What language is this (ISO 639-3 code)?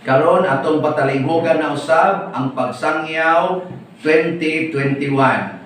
ceb